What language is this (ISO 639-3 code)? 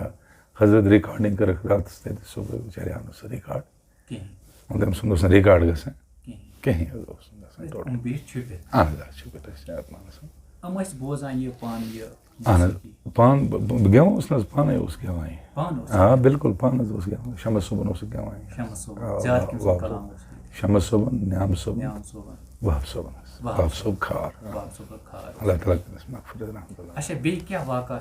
kas